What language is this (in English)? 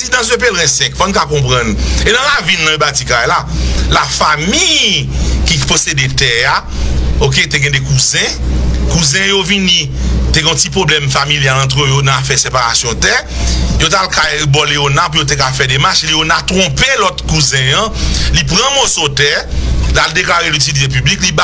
Haitian Creole